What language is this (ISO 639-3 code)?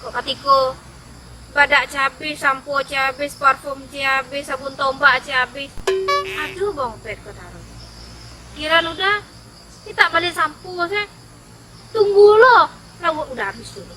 min